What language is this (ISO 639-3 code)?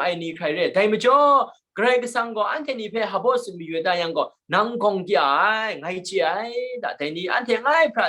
kac